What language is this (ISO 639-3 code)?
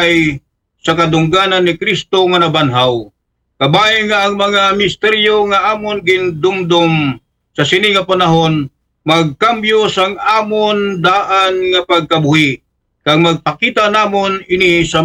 akl